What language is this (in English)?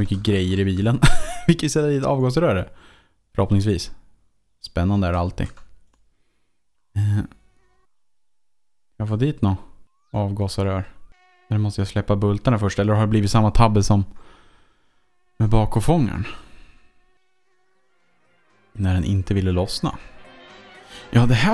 Swedish